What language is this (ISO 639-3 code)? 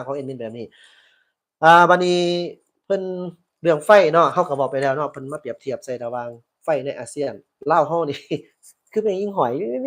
lao